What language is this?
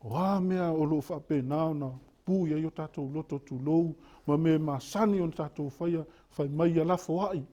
Samoan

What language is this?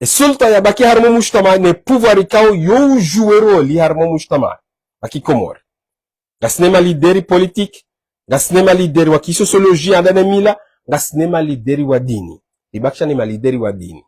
Ngazidja Comorian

